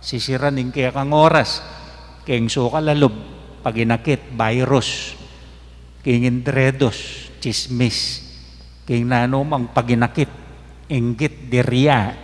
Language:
Pampanga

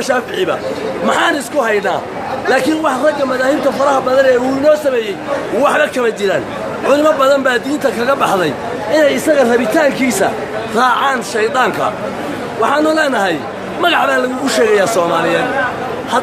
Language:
Somali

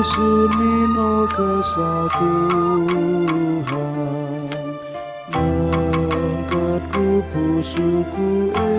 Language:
Batak Karo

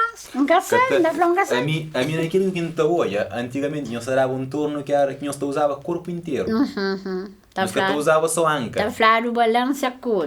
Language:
Kabuverdianu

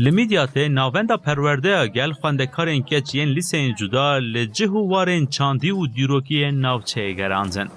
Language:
Kurdish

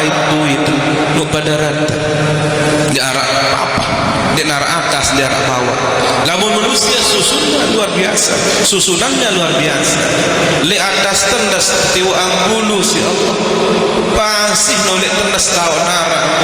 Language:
Sasak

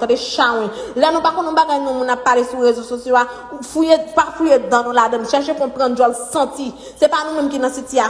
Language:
Haitian Creole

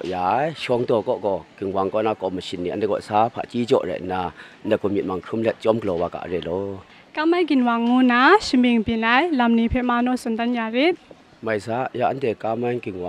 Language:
Kachin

